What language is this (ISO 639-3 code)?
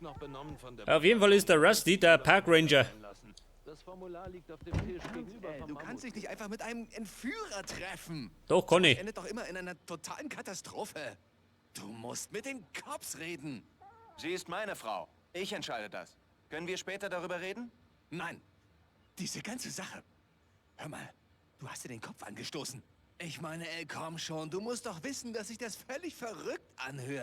bar